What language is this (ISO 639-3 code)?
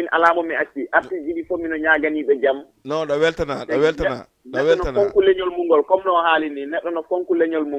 ful